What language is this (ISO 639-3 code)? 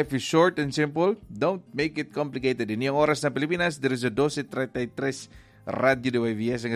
hil